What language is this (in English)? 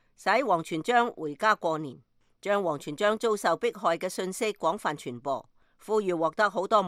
Cantonese